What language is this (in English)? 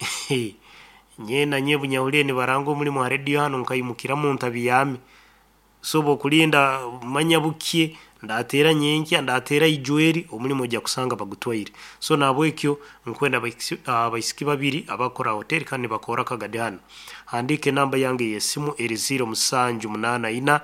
Nyoro